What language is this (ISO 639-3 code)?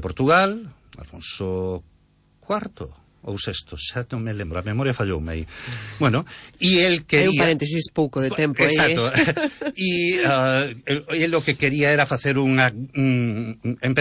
glg